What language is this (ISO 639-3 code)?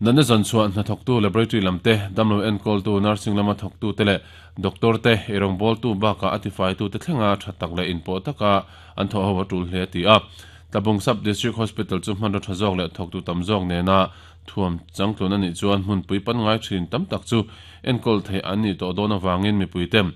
lus